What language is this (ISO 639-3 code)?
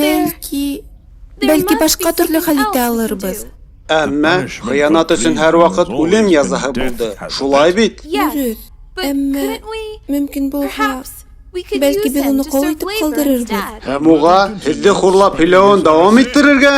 bak